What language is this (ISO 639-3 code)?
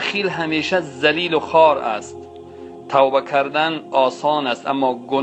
tgk